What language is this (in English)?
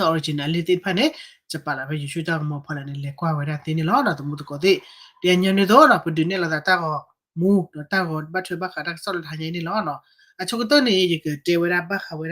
S'gaw Karen